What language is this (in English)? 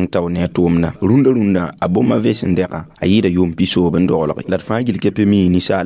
Mossi